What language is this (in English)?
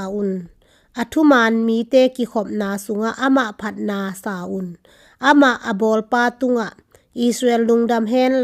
Tedim Chin